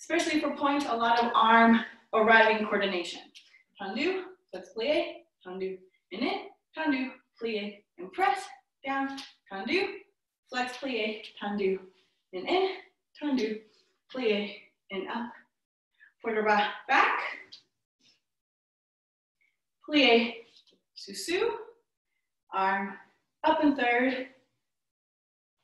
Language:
English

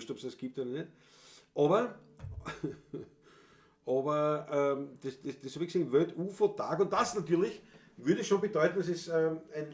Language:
Bavarian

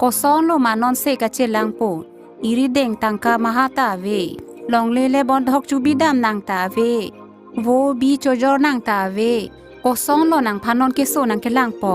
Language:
Karbi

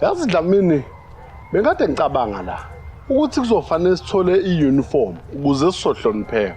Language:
Zulu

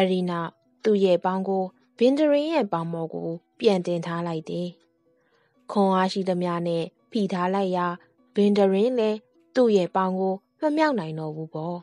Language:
Burmese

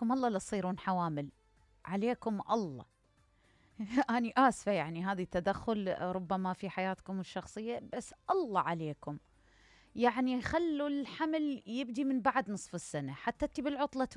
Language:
Mesopotamian Arabic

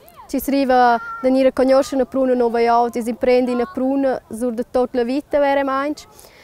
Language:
Romansh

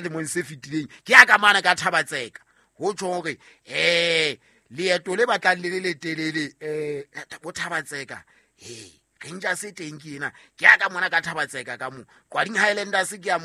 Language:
Southern Sotho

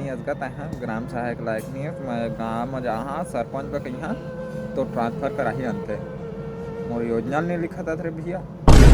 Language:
Chhattisgarhi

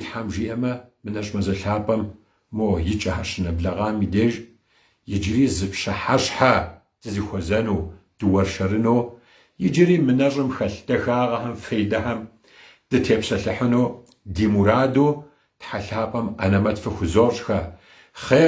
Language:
Kabardian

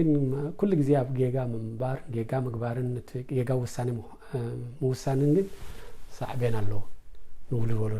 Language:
Tigrinya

